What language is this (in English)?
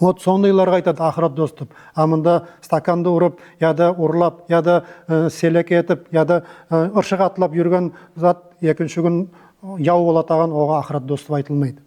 Nogai